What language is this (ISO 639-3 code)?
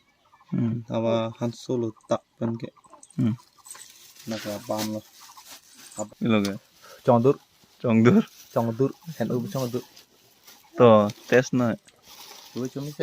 mjw